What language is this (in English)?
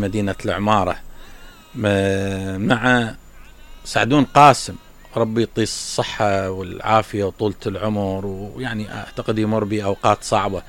Mesopotamian Arabic